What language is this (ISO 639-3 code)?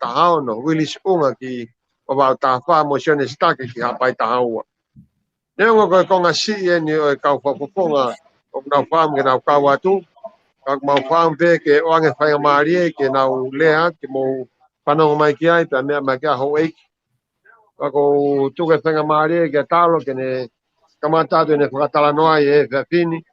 ton